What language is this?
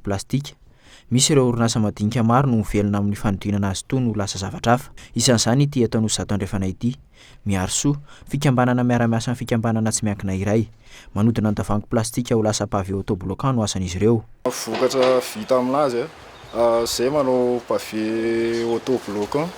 Malagasy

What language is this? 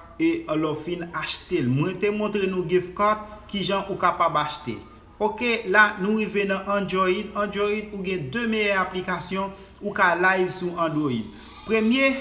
Haitian Creole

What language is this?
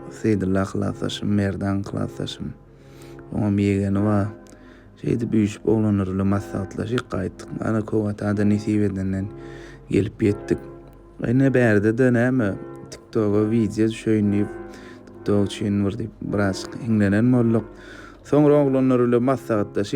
Turkmen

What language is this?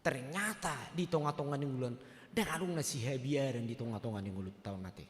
Batak Toba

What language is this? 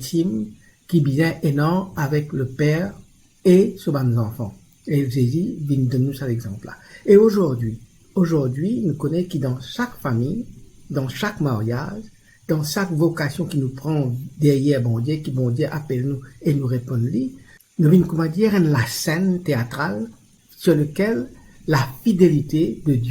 Morisyen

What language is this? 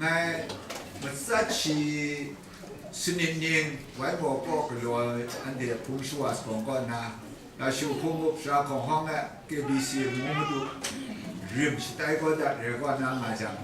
Kachin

